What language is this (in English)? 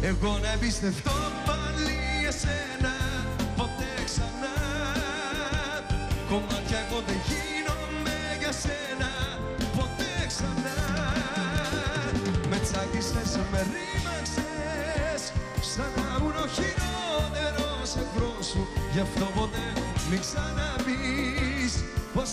Greek